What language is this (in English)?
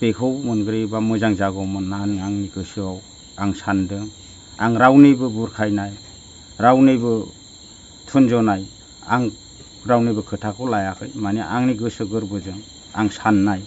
Bodo